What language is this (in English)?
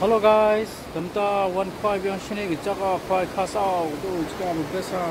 Khasi